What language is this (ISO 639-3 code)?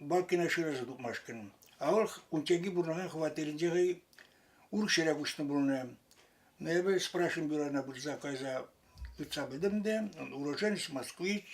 chv